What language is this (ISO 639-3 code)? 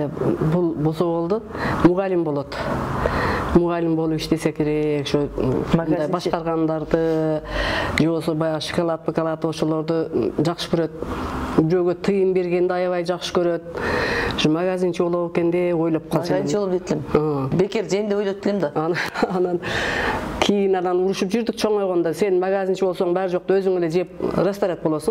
kir